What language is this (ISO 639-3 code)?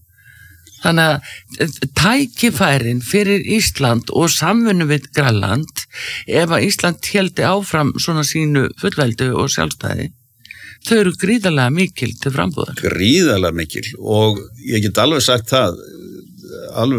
isl